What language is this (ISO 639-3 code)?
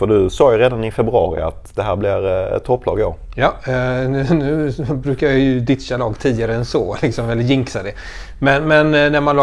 swe